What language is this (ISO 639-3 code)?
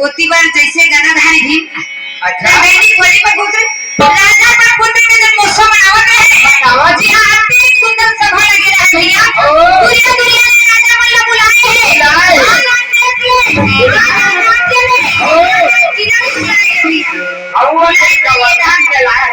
hne